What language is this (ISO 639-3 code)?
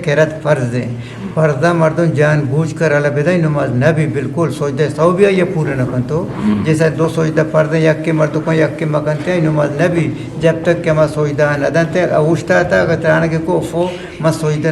bgp